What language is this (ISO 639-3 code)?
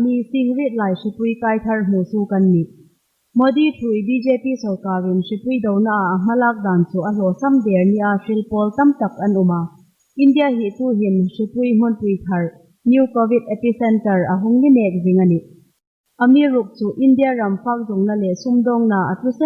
hmr